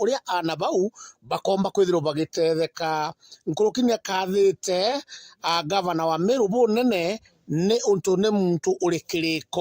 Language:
Meru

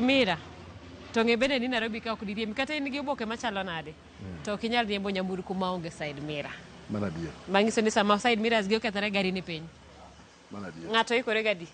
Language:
Luo (Kenya and Tanzania)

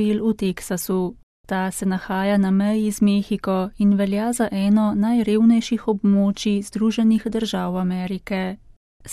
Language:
Slovenian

